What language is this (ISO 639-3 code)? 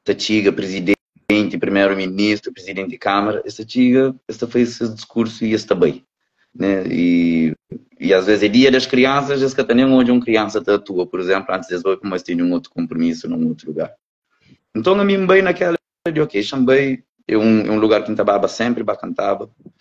kea